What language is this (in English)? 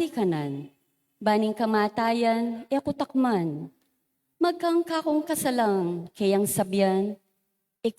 Pampanga